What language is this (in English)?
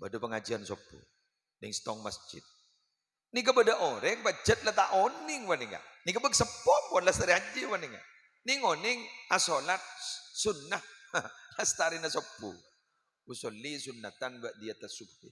Madurese